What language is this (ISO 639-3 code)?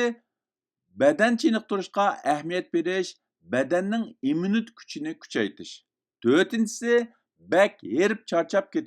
uig